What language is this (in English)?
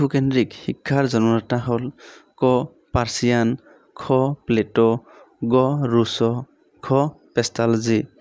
Assamese